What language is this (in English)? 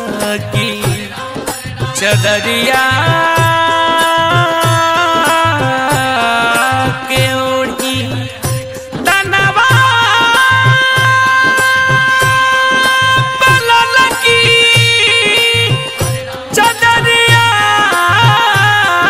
Bhojpuri